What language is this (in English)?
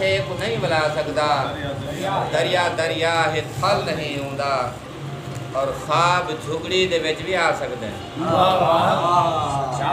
Saraiki